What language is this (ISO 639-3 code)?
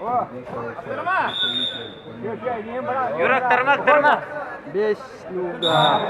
sah